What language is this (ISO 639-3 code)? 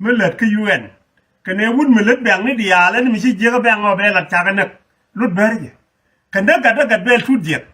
nus